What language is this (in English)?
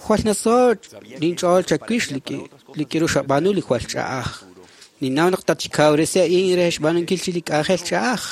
Kekchí